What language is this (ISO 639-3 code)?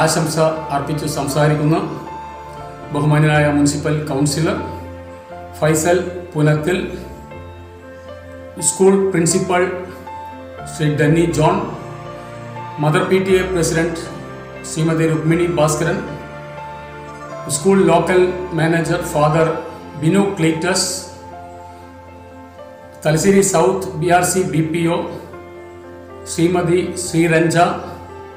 mal